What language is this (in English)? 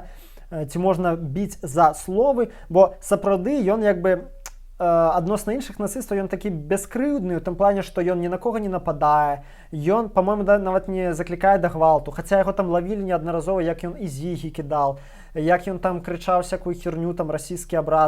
Belarusian